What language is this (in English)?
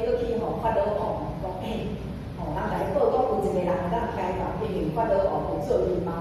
Min Nan Chinese